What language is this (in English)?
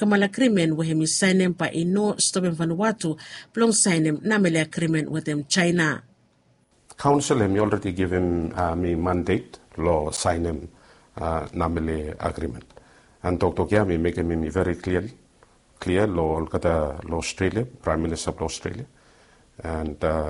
Bislama